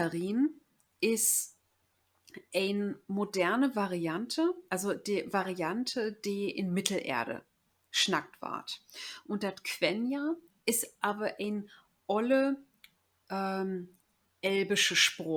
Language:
Low German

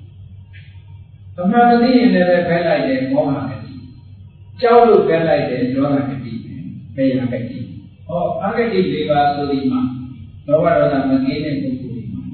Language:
Burmese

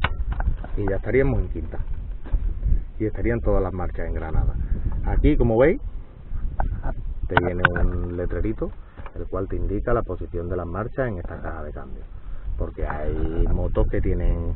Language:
Spanish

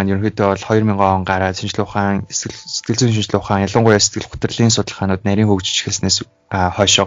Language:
Mongolian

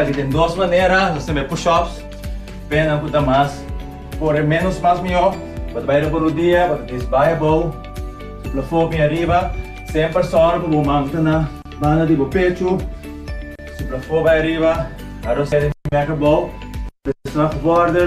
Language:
Papiamento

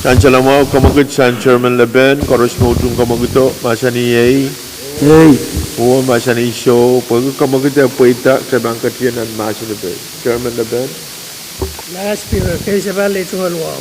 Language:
Pohnpeian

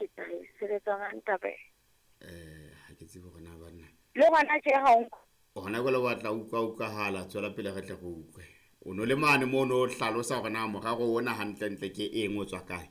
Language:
Southern Sotho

